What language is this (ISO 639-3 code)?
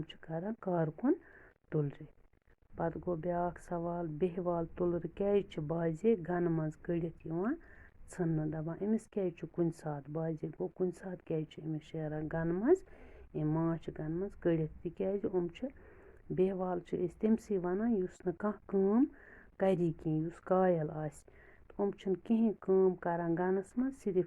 kas